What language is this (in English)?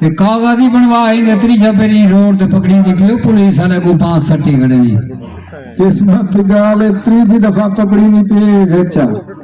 Saraiki